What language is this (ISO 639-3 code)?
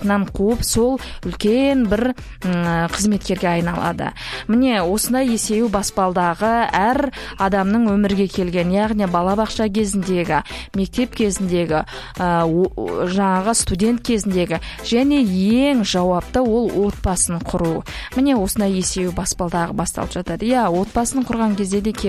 kaz